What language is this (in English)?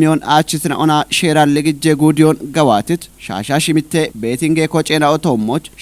Kafa